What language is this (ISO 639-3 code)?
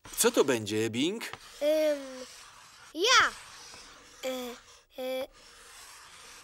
pol